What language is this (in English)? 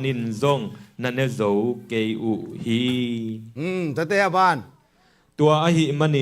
Tedim Chin